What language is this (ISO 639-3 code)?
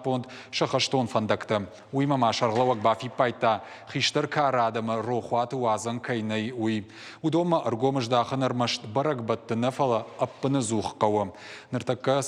oss